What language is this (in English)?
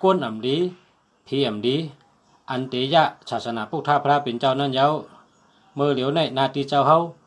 Shan